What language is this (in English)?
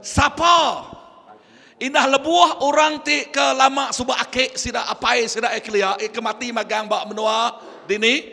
Iban